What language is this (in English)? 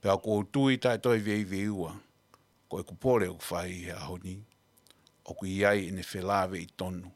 Tongan